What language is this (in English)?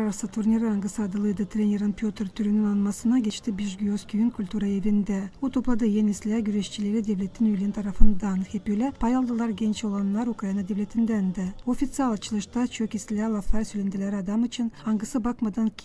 Gagauz